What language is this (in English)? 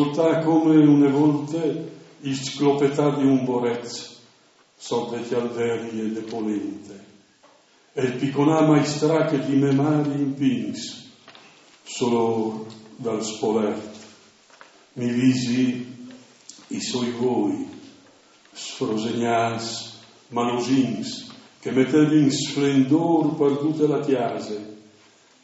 Friulian